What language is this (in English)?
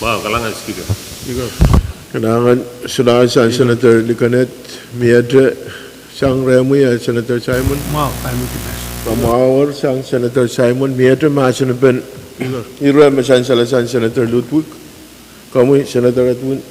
Pohnpeian